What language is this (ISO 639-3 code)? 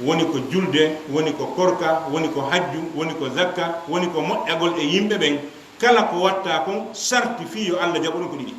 ful